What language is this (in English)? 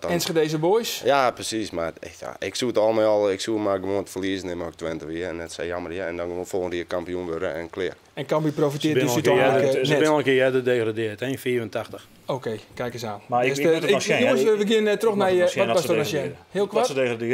Western Frisian